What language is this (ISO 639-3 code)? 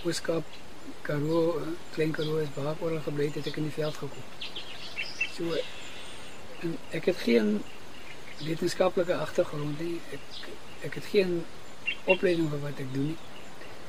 afr